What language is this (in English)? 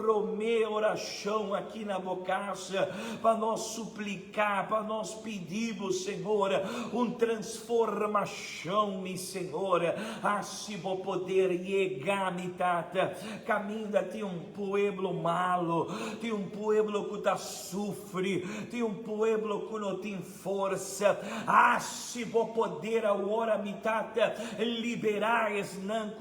Papiamento